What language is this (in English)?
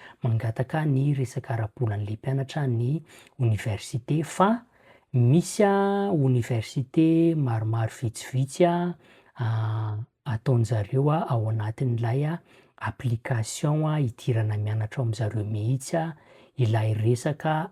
Malagasy